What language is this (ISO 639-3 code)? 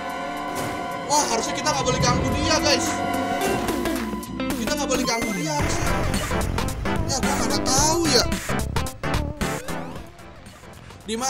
ind